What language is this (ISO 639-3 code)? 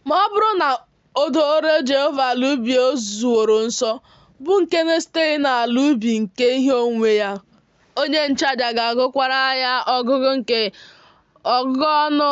ibo